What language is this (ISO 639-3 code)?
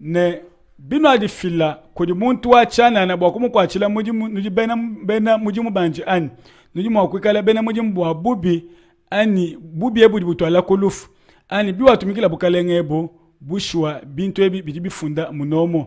lua